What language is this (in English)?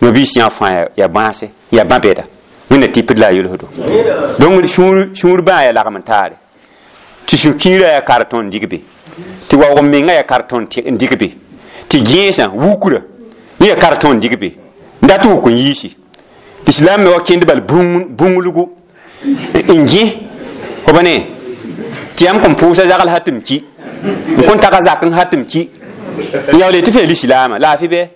Mossi